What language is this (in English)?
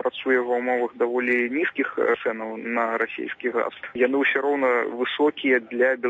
Belarusian